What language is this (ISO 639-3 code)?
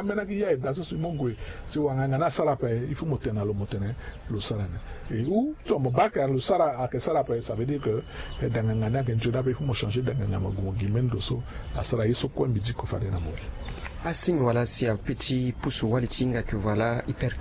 sag